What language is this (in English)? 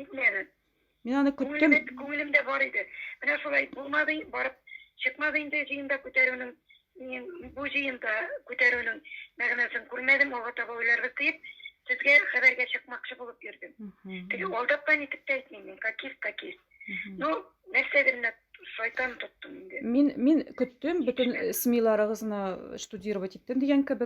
Tatar